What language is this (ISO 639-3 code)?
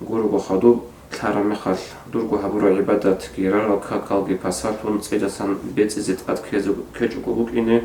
ava